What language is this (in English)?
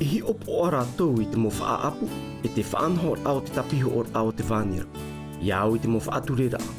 Tahitian